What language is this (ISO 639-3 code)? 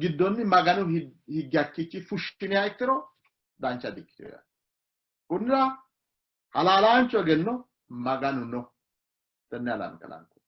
sid